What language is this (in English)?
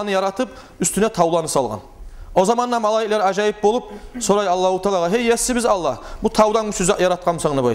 Kumyk